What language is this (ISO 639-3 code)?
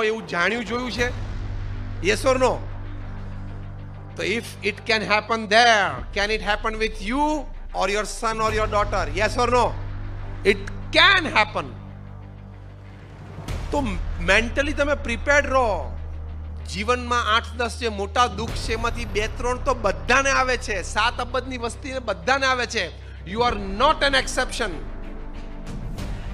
guj